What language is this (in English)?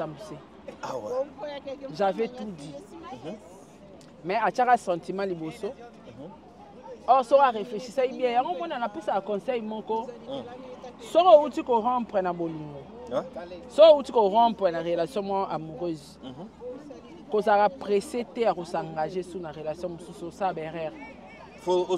Lingala